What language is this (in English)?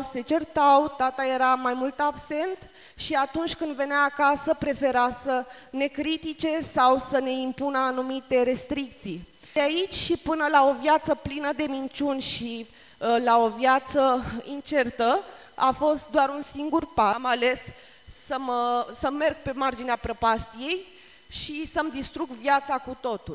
Romanian